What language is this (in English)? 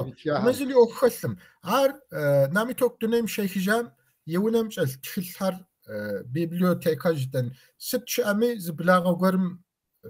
Kabardian